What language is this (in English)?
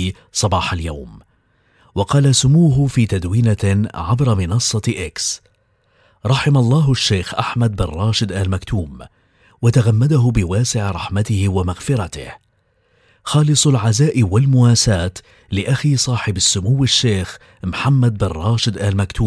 Arabic